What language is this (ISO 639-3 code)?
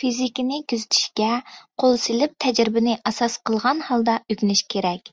uig